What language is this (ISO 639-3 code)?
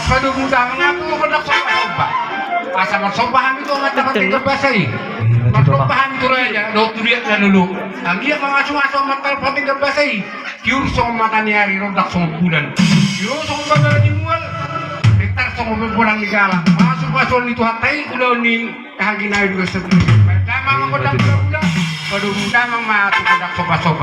bbc